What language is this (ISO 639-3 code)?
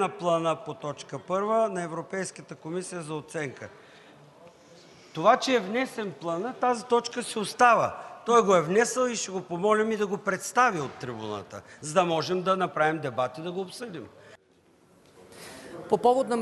bul